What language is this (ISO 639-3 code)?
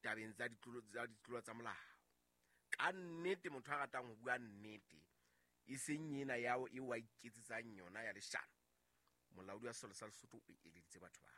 sot